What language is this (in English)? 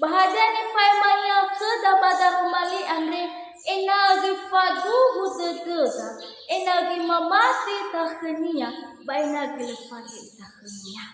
Nias